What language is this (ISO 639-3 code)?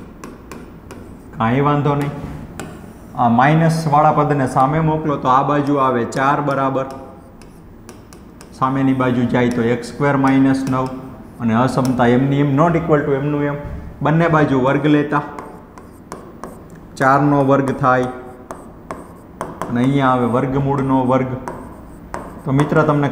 guj